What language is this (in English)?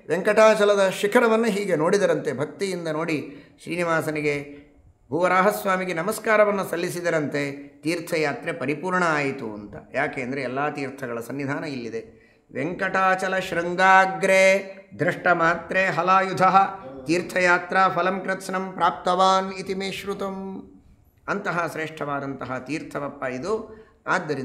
Kannada